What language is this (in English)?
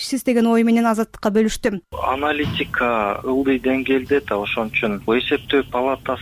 Kyrgyz